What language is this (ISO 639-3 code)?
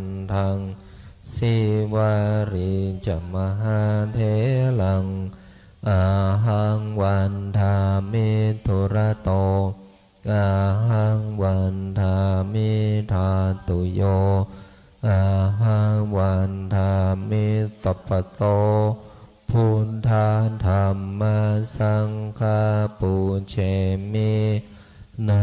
pli